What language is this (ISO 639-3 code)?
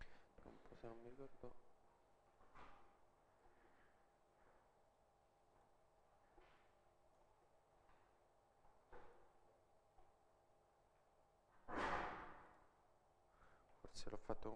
ita